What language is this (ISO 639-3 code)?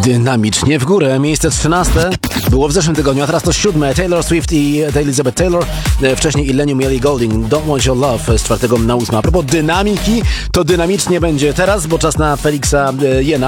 pol